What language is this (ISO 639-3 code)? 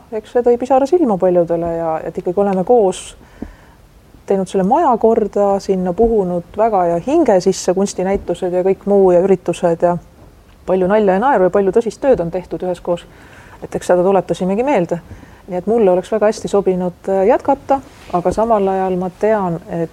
est